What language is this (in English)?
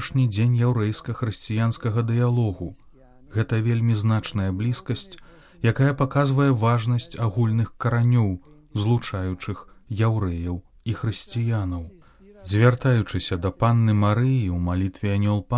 Belarusian